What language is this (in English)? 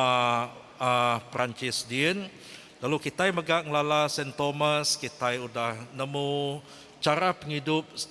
Iban